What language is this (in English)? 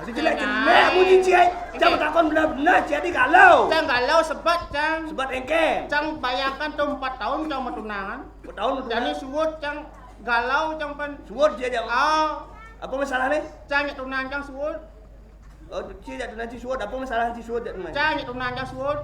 Balinese